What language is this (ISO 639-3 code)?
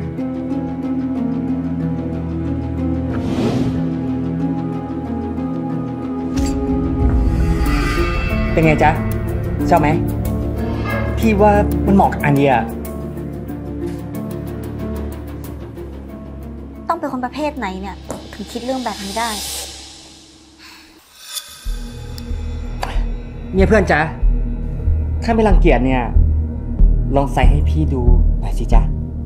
tha